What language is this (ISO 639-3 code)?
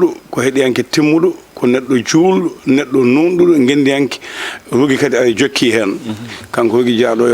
ful